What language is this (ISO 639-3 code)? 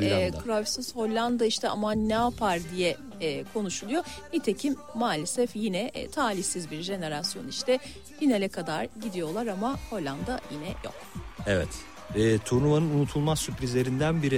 tur